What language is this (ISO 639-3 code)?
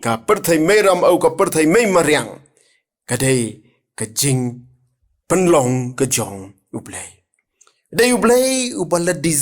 kha